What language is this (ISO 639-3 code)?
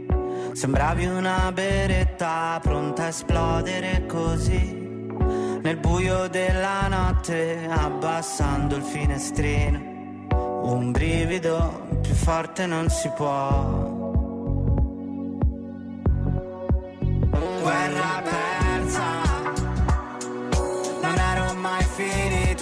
ita